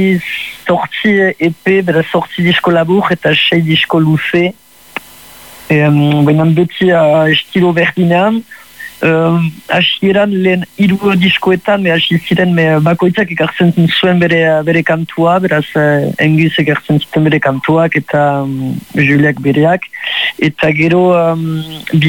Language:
Basque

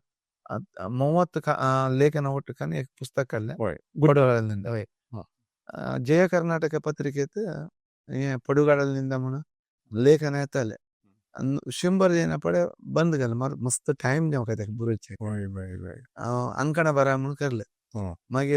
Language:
Konkani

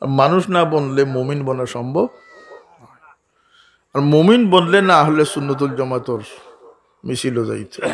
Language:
Sylheti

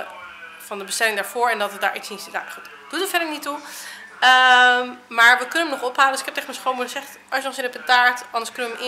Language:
Dutch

